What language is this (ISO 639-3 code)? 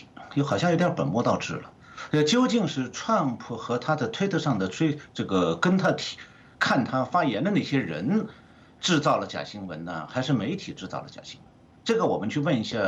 zho